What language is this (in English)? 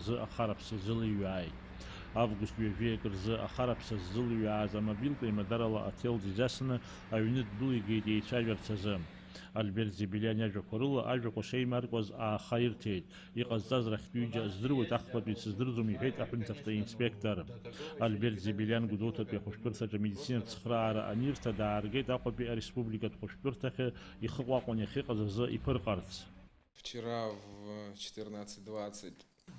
Abkhazian